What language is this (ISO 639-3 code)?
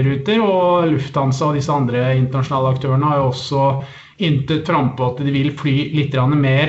nor